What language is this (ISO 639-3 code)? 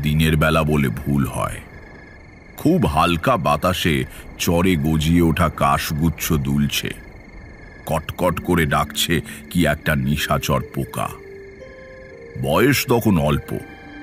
ben